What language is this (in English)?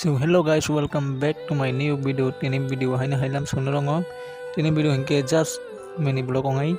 Kok Borok